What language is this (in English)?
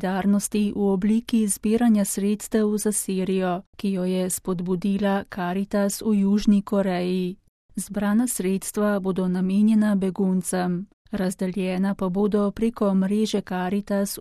Slovenian